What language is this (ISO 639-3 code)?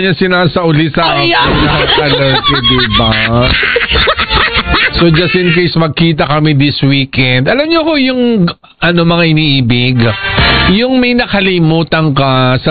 fil